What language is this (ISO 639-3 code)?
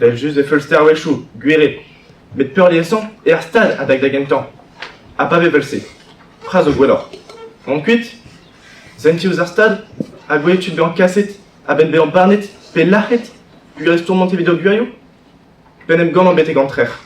bre